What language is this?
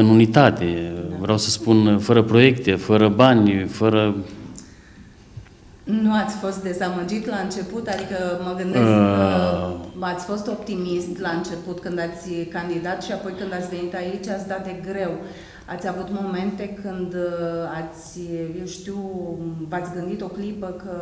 Romanian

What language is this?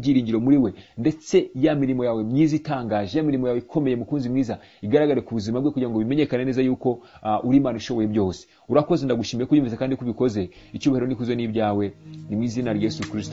Kinyarwanda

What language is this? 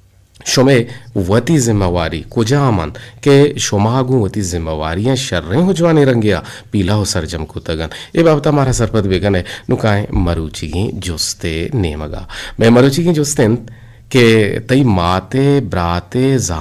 Eastern Balochi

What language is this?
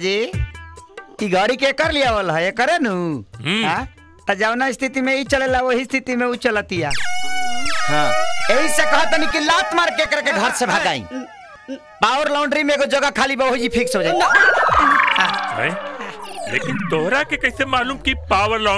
Bhojpuri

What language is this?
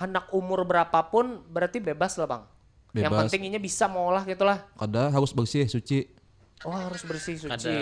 Banjar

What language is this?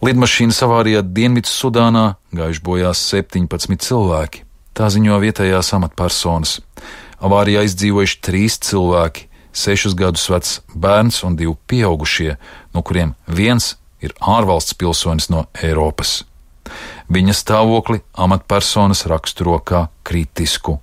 Latvian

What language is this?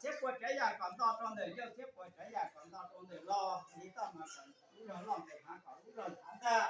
Hmong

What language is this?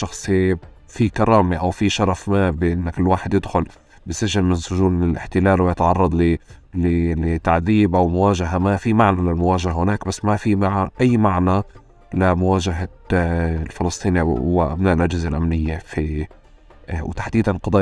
North Levantine Arabic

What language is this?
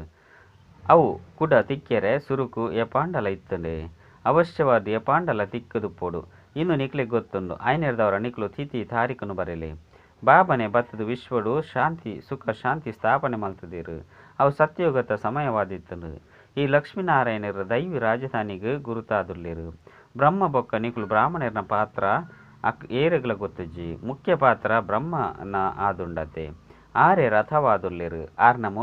Tulu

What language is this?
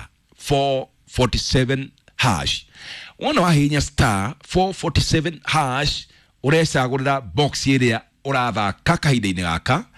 Kikuyu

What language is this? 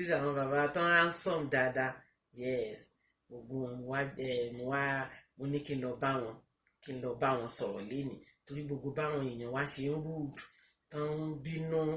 Yoruba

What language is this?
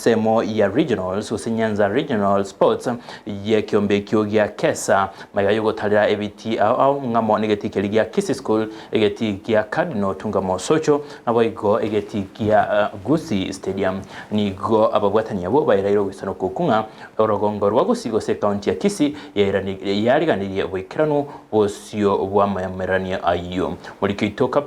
Gusii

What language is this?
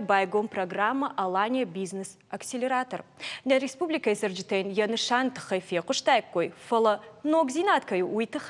Ossetic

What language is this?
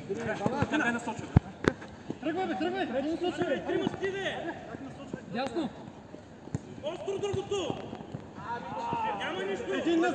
Bulgarian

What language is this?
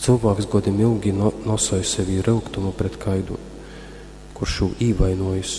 Latgalian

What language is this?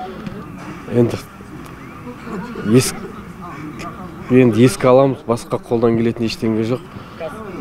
Kazakh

